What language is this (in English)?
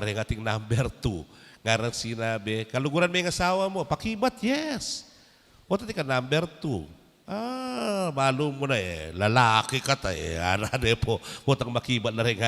Pampanga